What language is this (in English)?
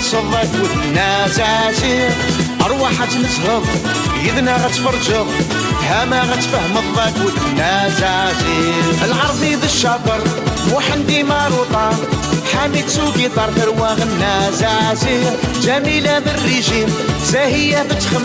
Kabyle